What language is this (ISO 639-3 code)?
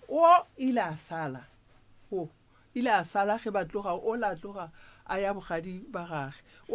nso